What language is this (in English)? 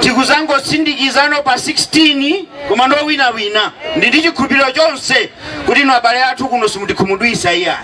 Nyanja